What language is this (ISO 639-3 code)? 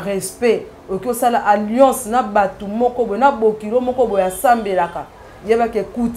lin